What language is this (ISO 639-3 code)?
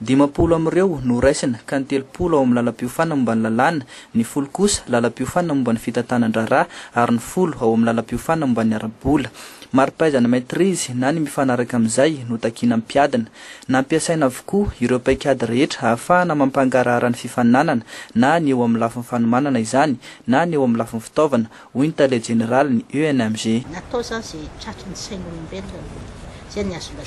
mlg